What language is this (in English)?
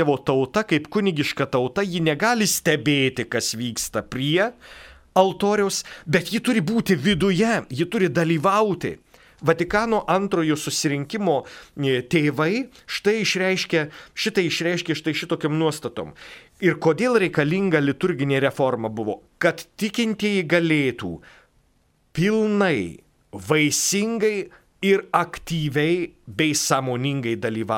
Lithuanian